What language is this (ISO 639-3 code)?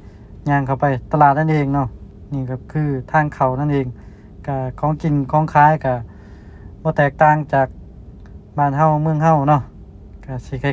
lao